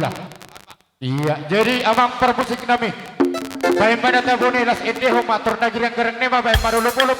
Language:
Batak Toba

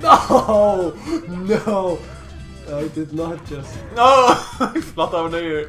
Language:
Faroese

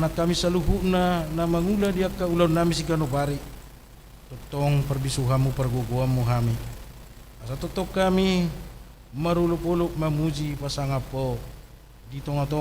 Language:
Batak Toba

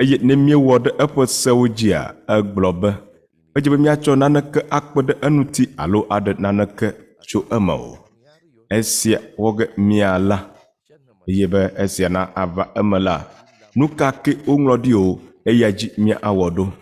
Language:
Ewe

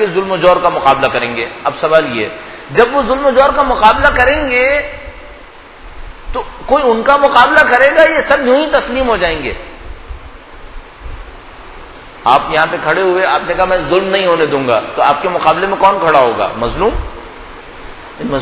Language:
Urdu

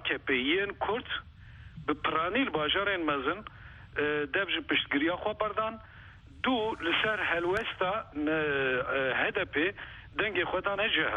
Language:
Kurdish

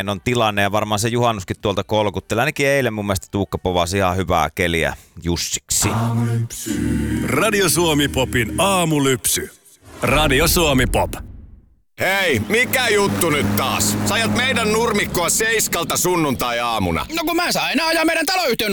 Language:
Finnish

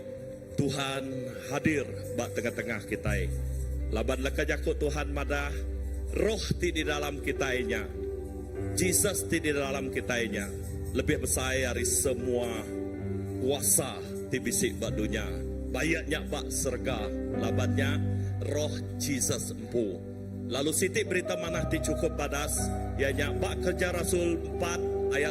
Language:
Iban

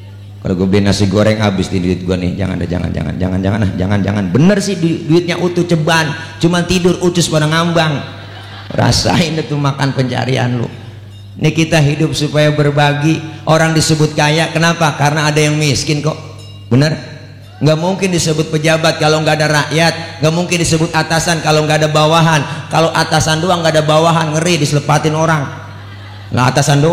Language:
Betawi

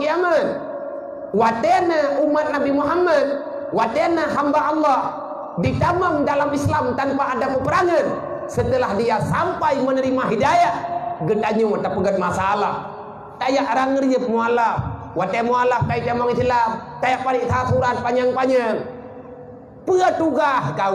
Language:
Achinese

